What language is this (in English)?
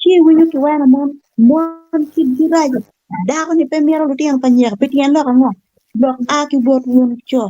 Acoli